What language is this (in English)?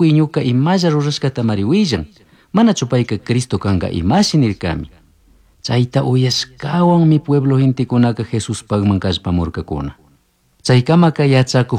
Chimborazo Highland Quichua